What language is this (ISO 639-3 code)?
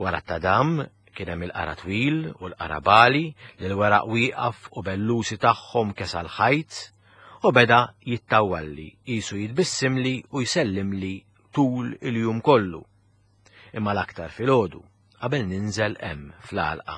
mlt